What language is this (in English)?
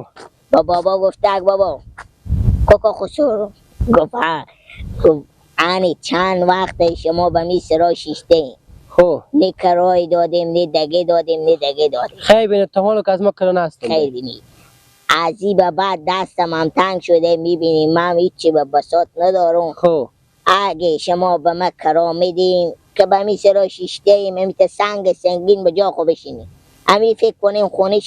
Persian